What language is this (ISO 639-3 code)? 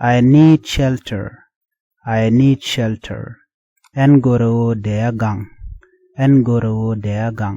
nus